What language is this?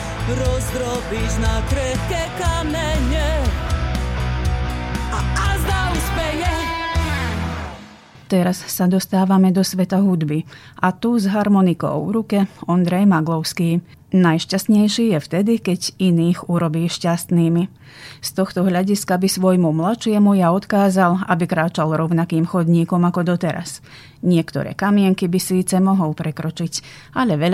Slovak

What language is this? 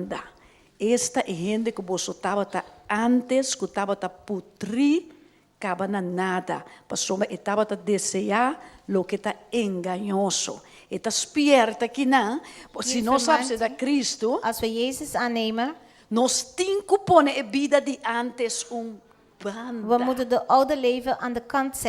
Papiamento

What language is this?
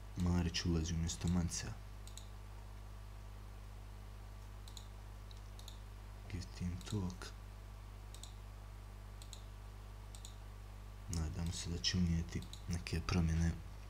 Croatian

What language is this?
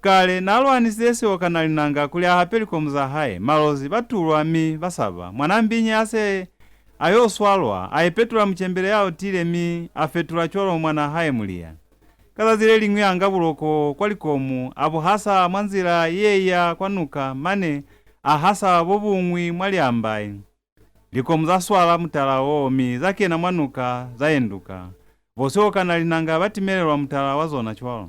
Lozi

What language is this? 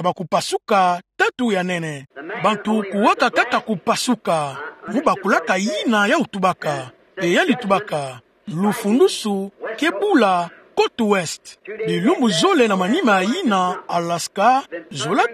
Kituba (Democratic Republic of Congo)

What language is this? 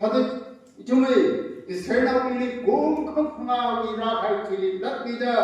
Tangkhul Naga (India)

